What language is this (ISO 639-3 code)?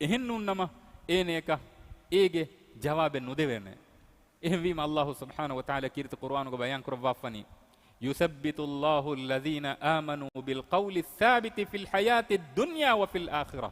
div